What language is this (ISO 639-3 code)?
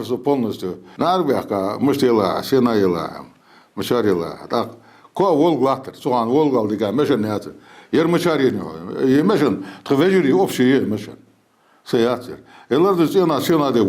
inh